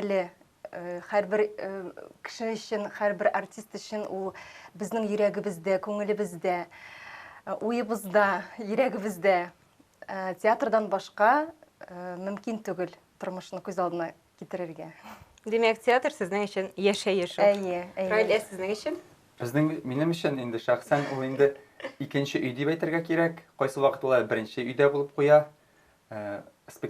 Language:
Tatar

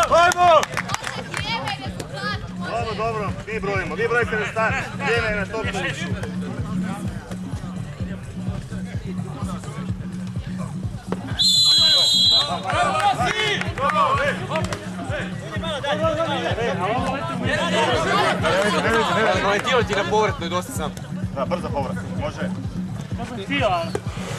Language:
Croatian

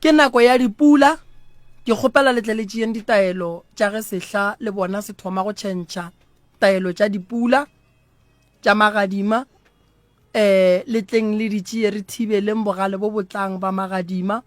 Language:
Northern Sotho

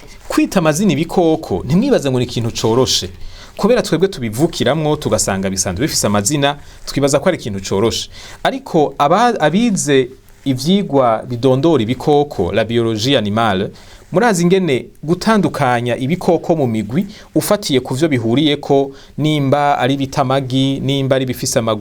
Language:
Rundi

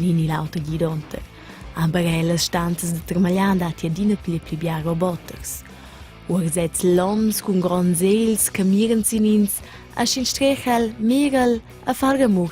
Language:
Romansh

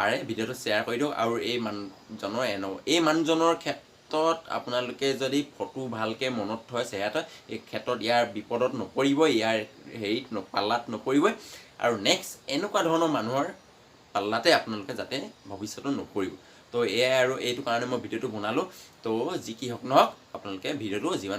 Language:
Assamese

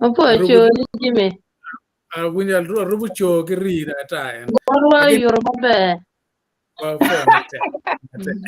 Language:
Acoli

